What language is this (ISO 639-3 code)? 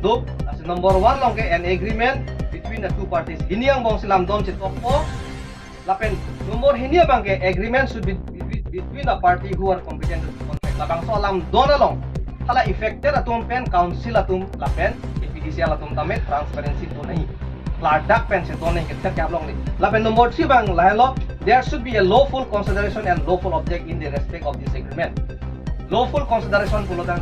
mjw